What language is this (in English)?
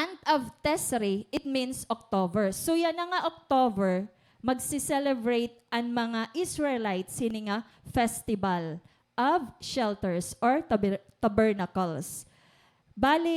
Waray